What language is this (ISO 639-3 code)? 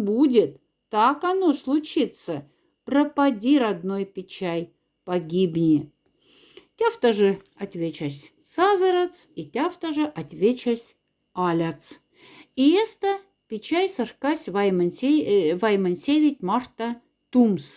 mdf